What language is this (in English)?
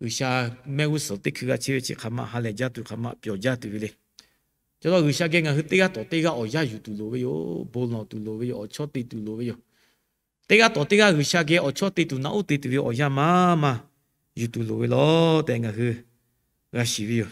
Lahu